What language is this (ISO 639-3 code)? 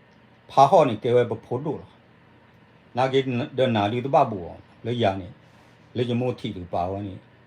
ksw